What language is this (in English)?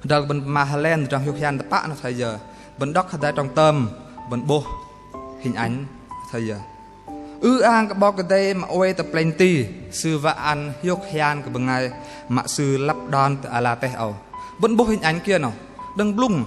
Bahnar